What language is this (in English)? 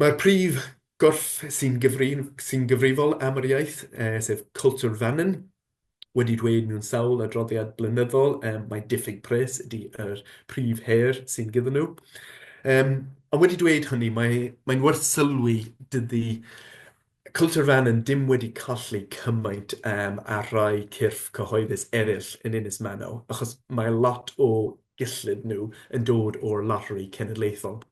Welsh